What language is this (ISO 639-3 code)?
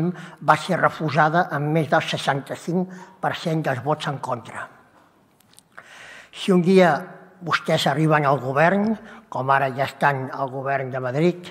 cat